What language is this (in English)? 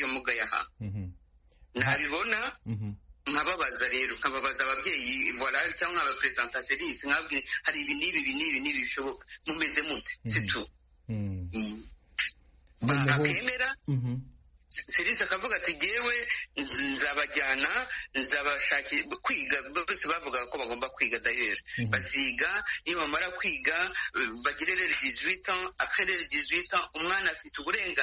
Kinyarwanda